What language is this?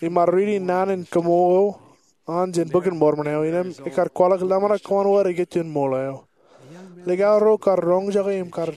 Marshallese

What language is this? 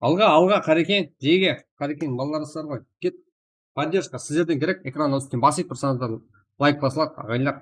Kara-Kalpak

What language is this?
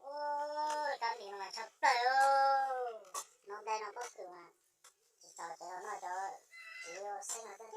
Hmong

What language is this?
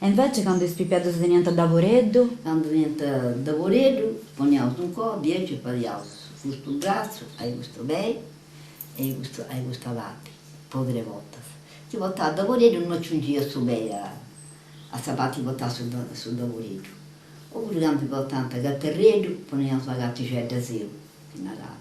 Sardinian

